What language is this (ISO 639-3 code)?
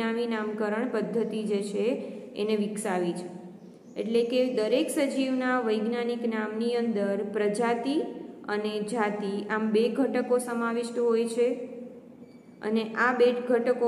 guj